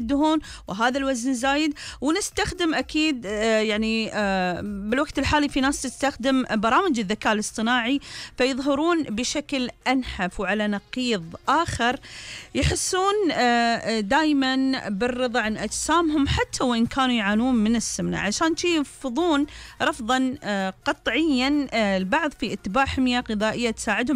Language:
Gulf Arabic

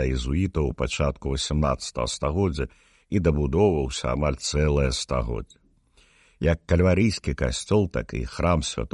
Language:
Belarusian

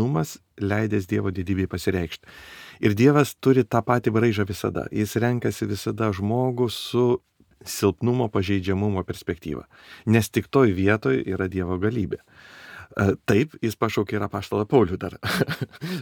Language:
Lithuanian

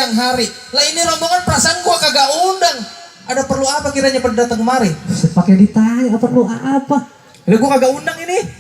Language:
Betawi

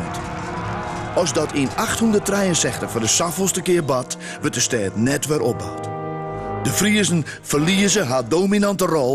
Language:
Western Frisian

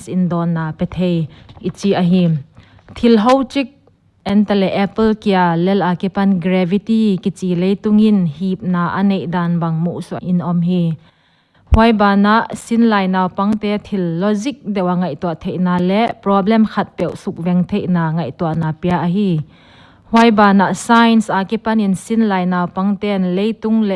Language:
Paite Chin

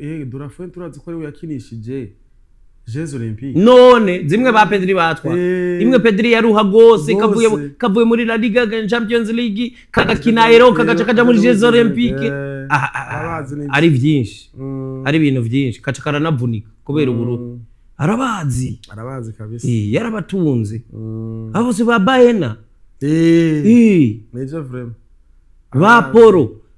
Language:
Rundi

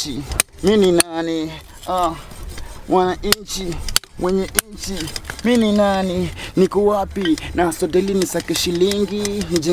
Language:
Swahili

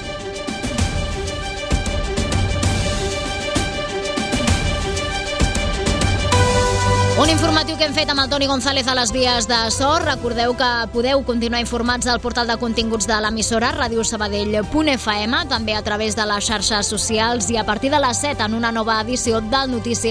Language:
Catalan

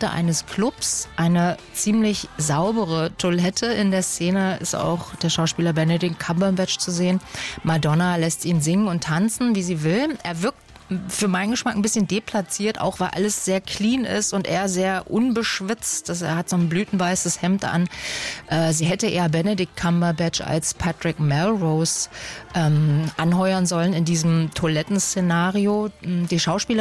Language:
German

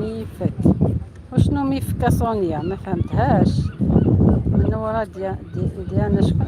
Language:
Algerian Arabic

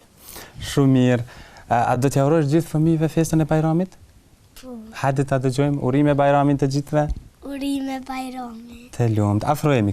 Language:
Albanian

